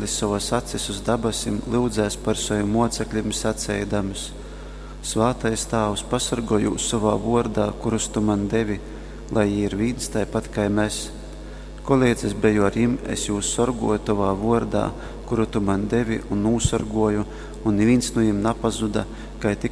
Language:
Latgalian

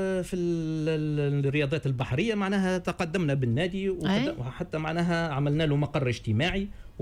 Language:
Tunisian Arabic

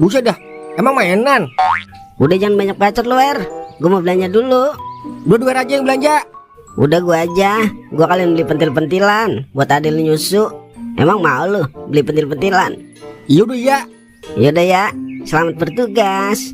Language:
Betawi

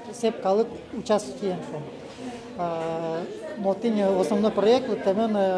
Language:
Udmurt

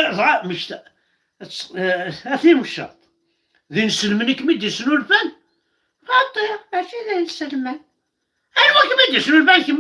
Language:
Kabyle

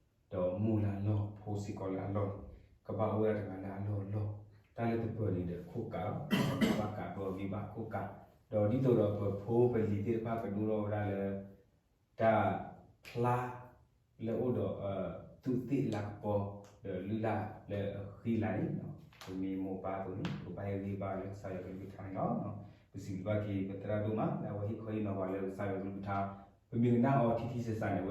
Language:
S'gaw Karen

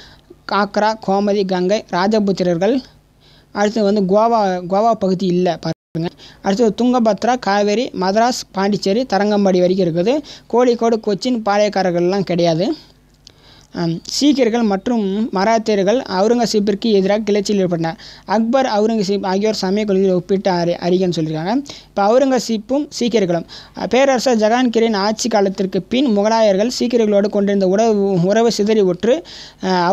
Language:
Tamil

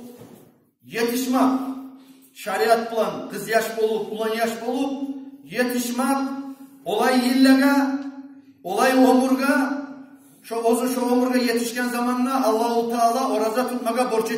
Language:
Kumyk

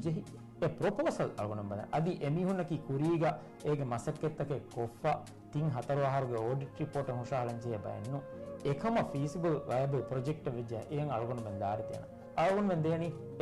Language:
Divehi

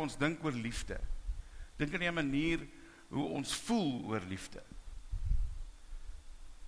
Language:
Afrikaans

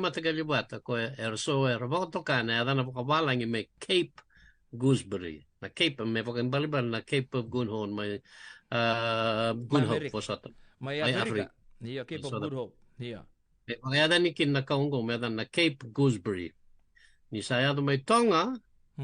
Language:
Fijian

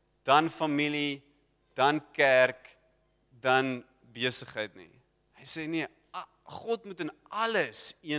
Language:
Afrikaans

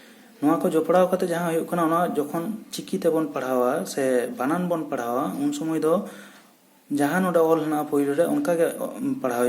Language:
Santali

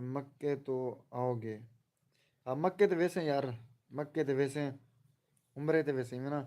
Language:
Saraiki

